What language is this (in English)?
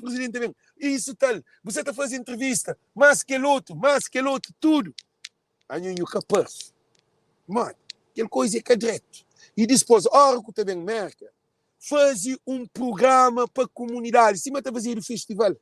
Kabuverdianu